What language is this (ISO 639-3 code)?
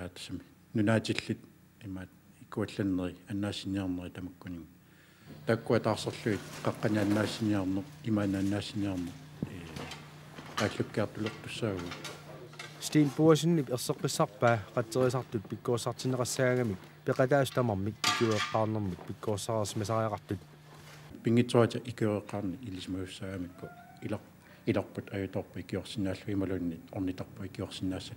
kal